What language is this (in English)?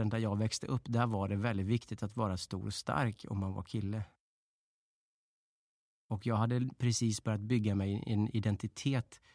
Swedish